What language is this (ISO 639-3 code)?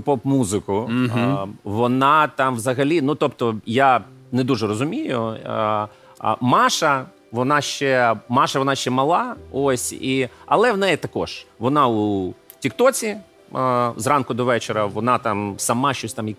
ukr